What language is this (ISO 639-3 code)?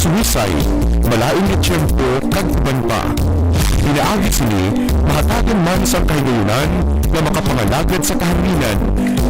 hil